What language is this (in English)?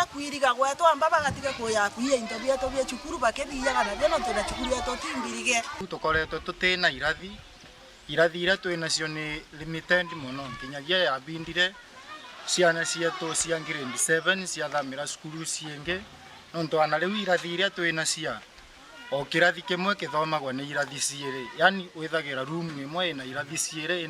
Meru